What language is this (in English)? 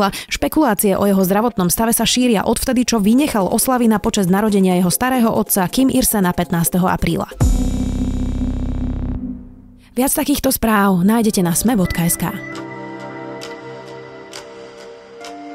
Slovak